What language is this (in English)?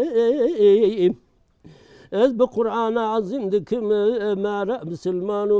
Kurdish